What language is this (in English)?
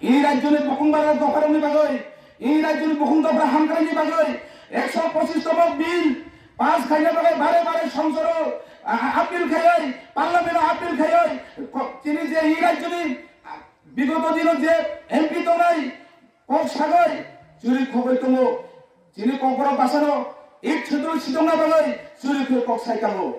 Kok Borok